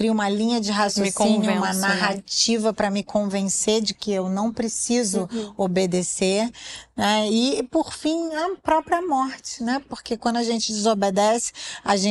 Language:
Portuguese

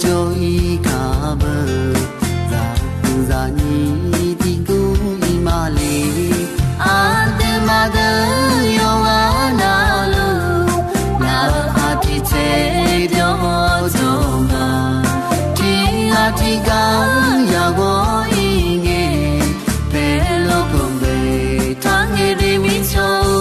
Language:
Akha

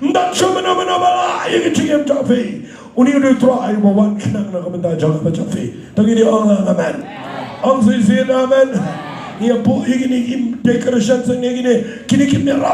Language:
Khasi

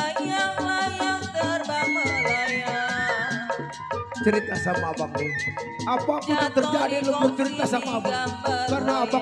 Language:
Betawi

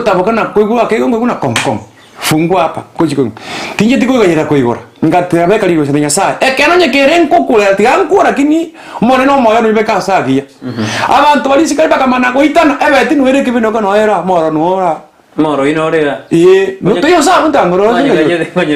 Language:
Gusii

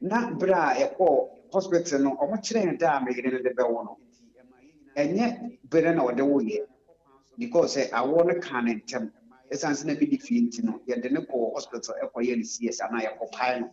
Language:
Akan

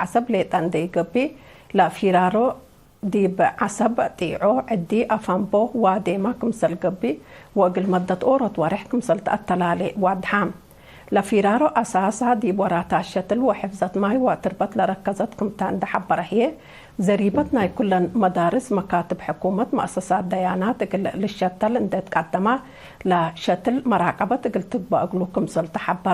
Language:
Tigre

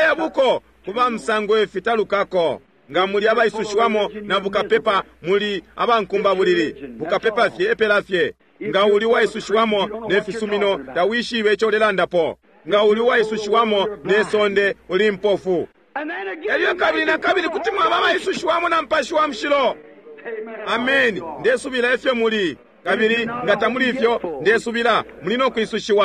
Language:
Bemba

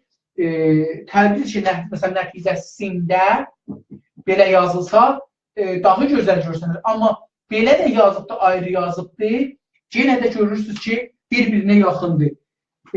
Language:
South Azerbaijani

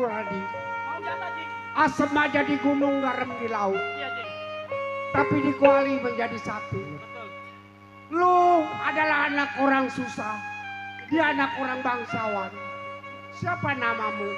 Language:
Betawi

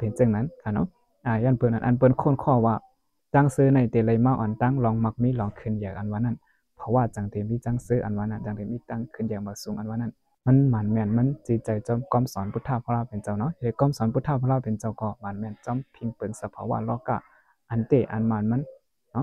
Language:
Shan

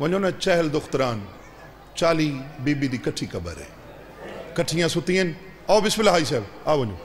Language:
Saraiki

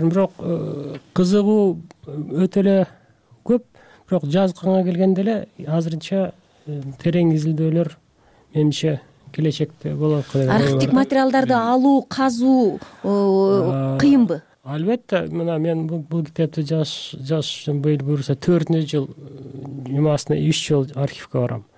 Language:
Kyrgyz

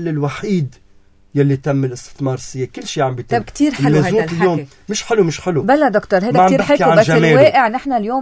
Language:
North Levantine Arabic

